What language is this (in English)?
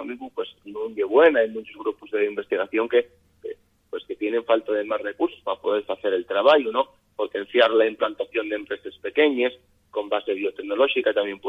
Asturian